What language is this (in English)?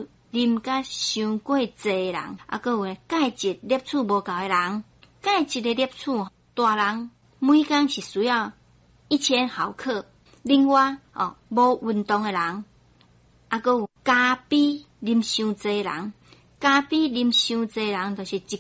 Min Nan Chinese